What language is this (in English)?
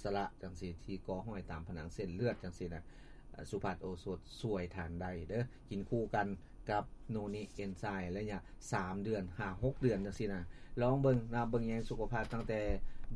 Lao